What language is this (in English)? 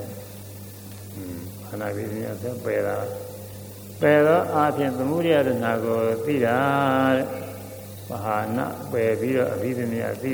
Burmese